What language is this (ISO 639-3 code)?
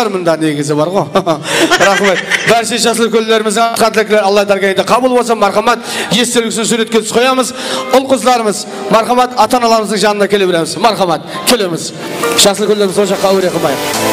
kaa